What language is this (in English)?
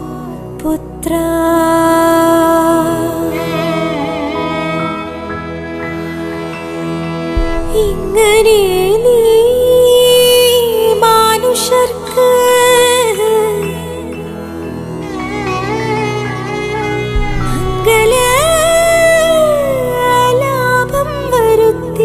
Malayalam